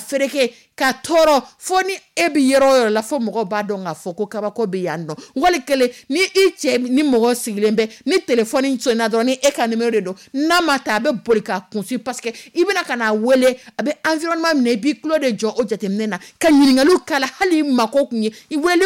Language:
Dyula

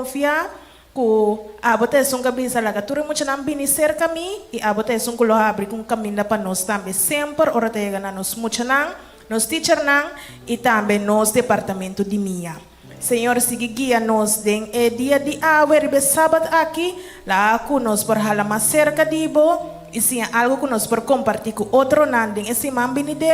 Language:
Papiamento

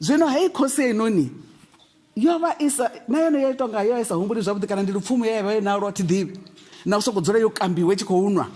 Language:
Venda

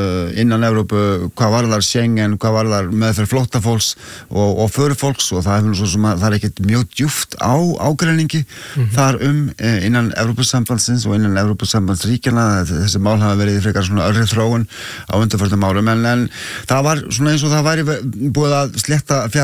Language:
Icelandic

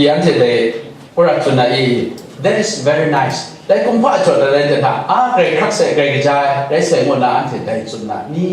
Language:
Kachin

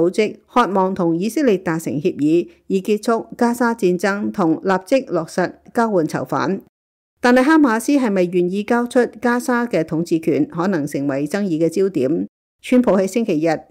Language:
Cantonese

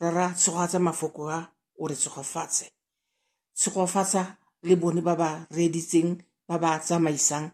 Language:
Tswana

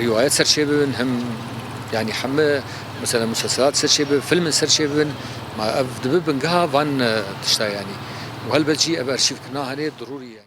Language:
Kurdish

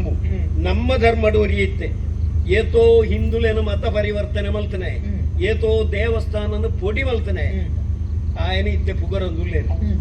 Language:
Tulu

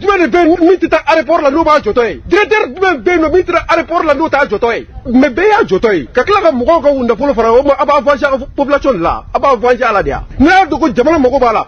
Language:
Bambara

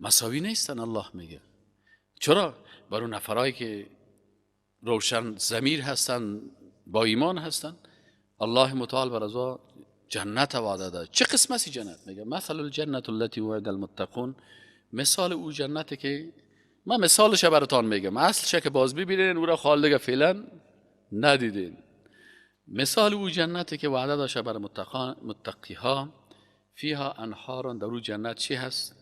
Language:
Persian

